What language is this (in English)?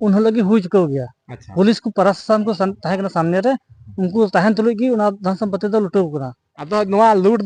Santali